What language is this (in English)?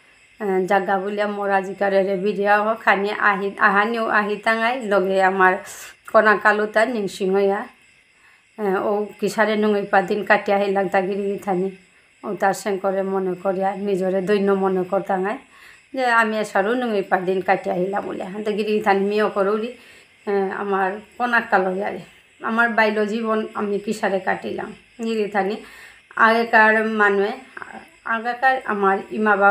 Bishnupriya